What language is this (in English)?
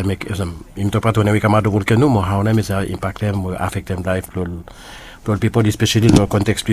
Bislama